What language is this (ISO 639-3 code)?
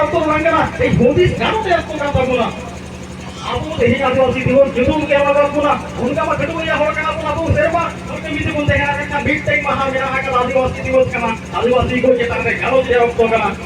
sat